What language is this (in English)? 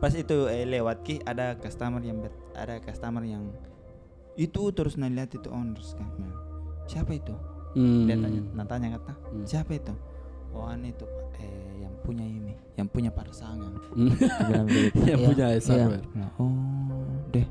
Makassar Malay